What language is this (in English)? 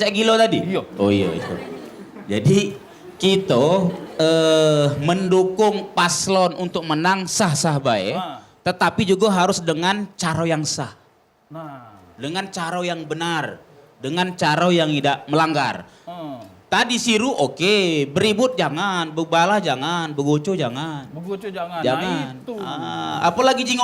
Musi